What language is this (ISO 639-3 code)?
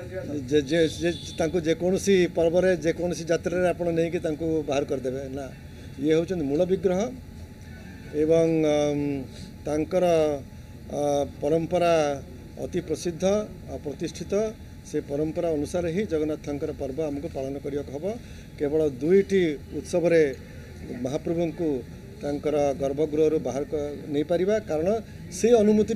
ori